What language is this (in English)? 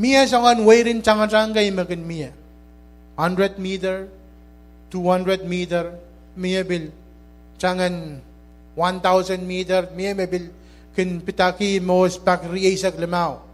Pohnpeian